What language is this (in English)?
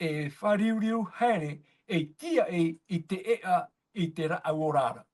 Tahitian